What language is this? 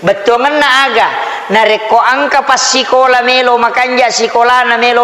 Buginese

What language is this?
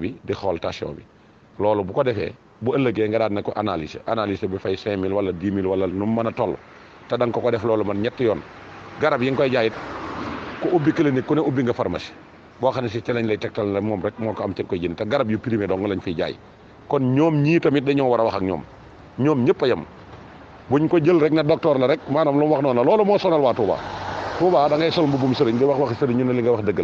Wolof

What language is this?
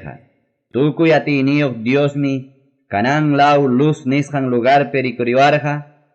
Ayacucho Quechua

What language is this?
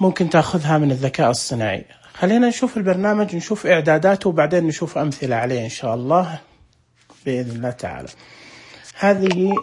Najdi Arabic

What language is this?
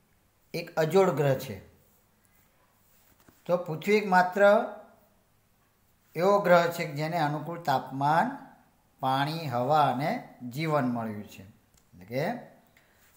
Gujarati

